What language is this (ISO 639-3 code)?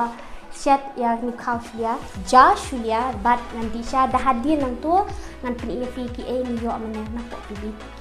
kha